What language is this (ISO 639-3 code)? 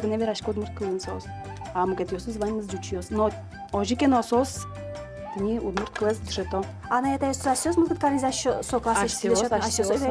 udm